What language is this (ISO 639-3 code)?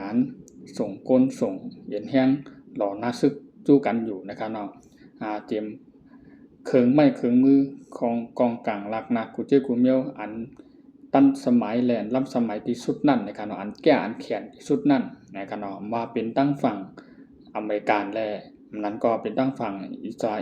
shn